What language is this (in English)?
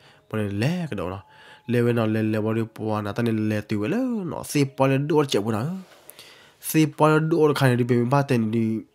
S'gaw Karen